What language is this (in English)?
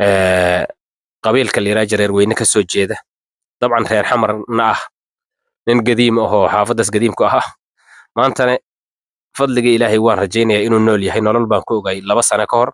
Somali